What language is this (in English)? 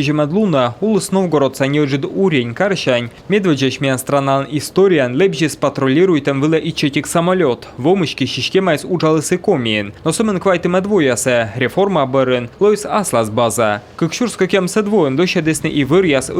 Komi